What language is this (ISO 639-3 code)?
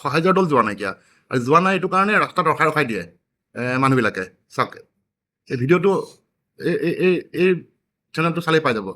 asm